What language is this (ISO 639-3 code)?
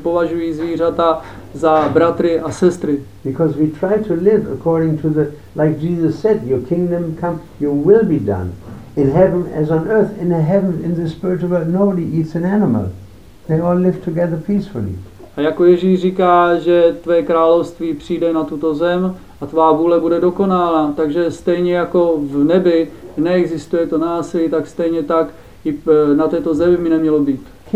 ces